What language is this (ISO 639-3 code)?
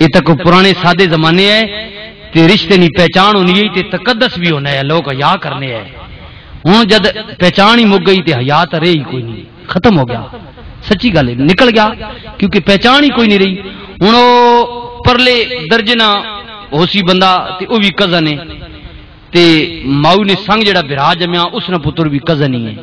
lah